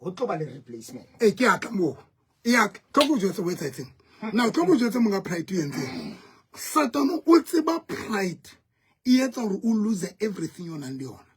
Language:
Southern Sotho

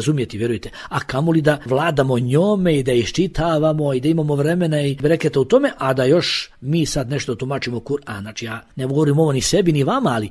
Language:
Bosnian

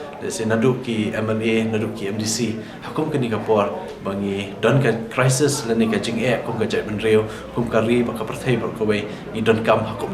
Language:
Khasi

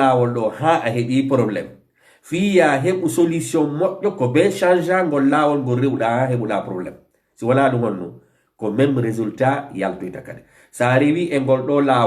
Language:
Fula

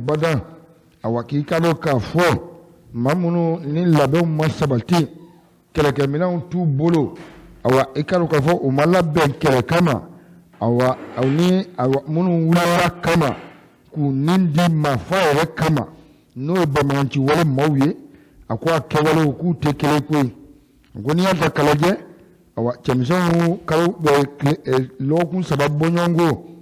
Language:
Bambara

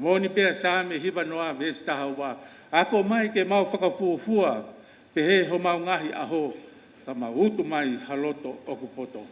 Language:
Tongan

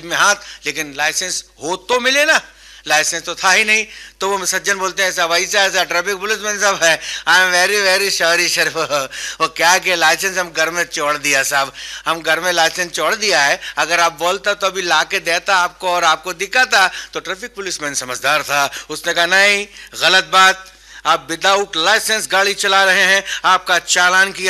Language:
Hindi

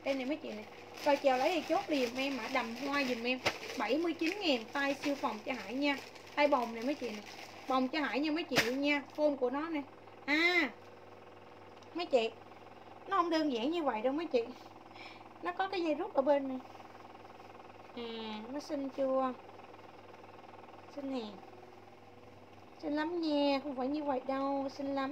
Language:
Vietnamese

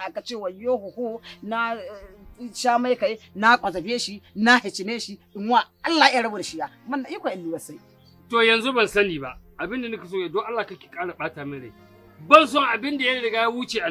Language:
Hausa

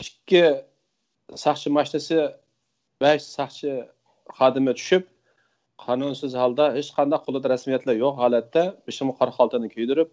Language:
Uyghur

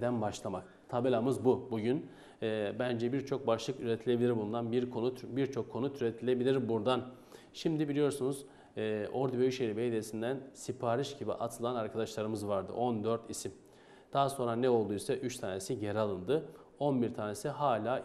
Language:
Turkish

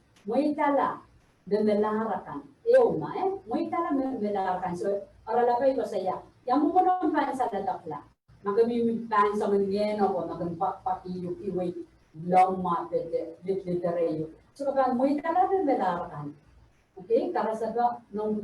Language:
Pohnpeian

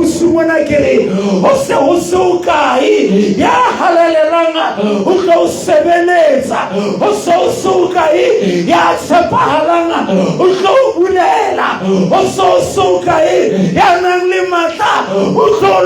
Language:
Southern Sotho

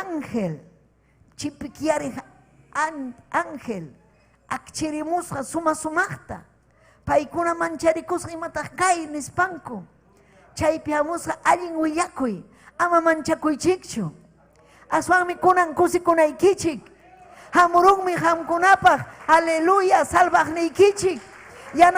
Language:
Ayacucho Quechua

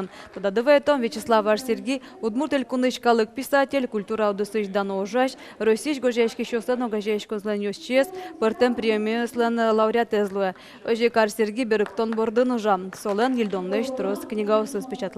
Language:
Udmurt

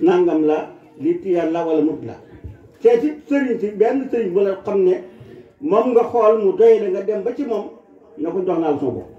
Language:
Wolof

